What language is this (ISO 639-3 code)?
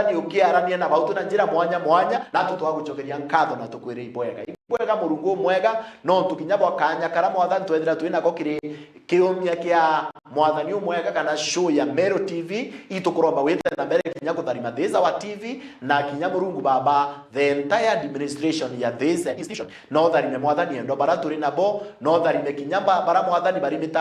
mer